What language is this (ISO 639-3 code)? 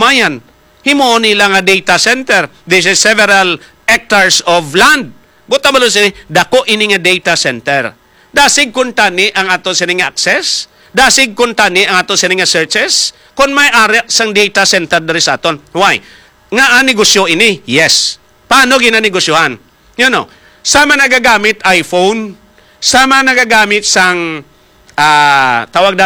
hil